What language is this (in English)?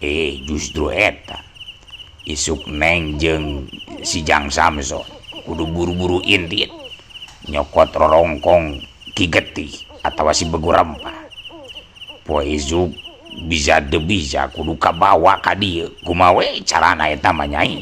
Sundanese